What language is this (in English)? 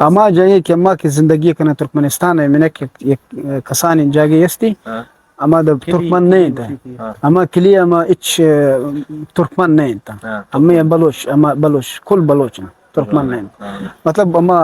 Eastern Balochi